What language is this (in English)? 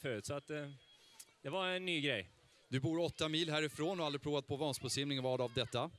Swedish